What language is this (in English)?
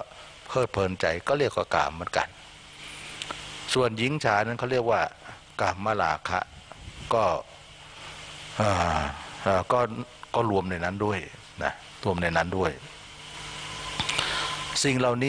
Thai